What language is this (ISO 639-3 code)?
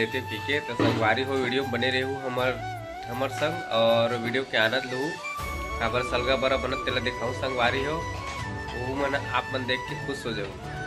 hne